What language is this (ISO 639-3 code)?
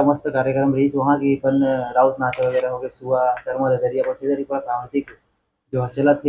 hne